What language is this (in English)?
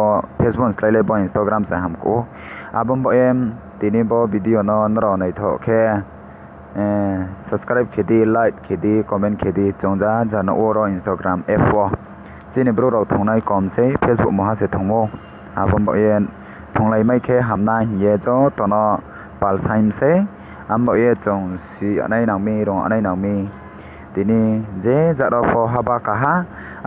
Riang (India)